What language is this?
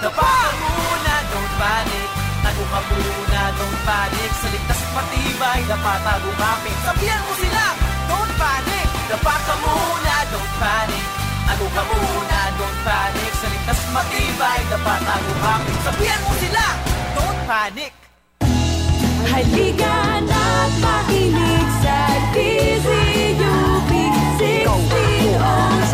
Filipino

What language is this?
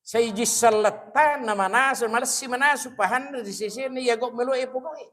Buginese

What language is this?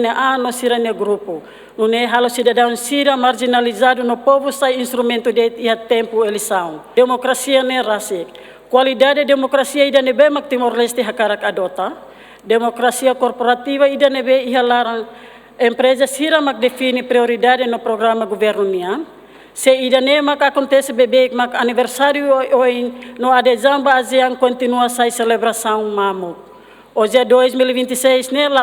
Tetum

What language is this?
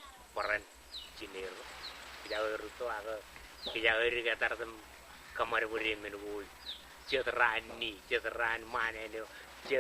Marshallese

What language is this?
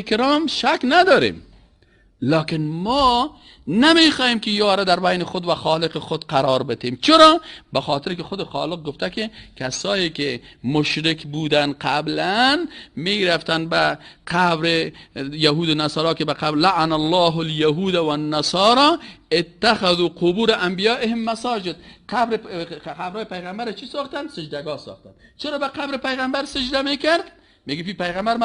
Persian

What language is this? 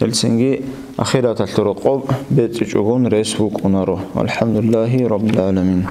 Avaric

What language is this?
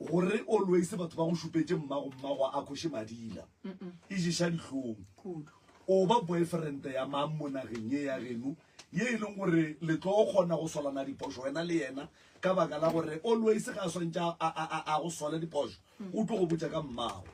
Northern Sotho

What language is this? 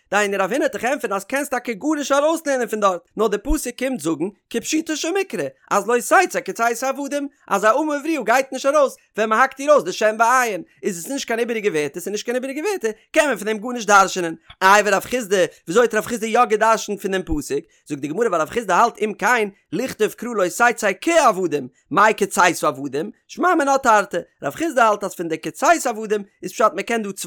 Yiddish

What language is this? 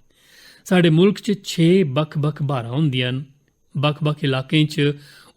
Dogri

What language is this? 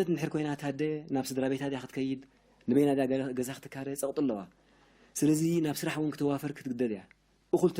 Tigrinya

